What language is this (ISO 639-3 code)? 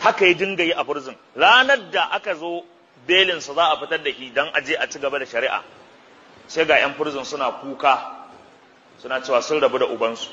hau